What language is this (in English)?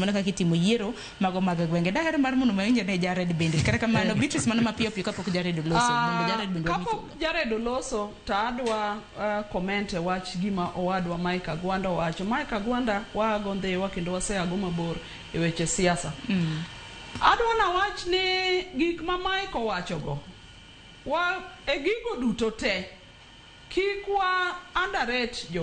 Luo (Kenya and Tanzania)